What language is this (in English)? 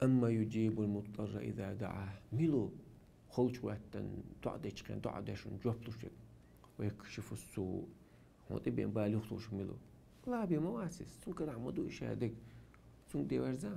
Chechen